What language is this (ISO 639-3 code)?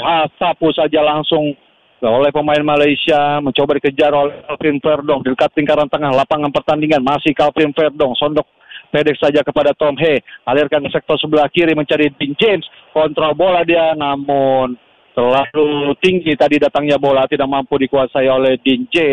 ind